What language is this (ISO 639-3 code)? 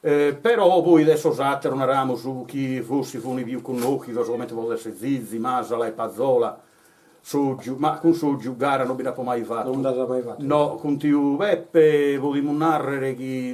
srd